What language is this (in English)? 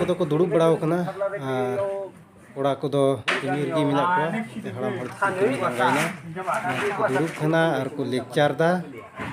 Santali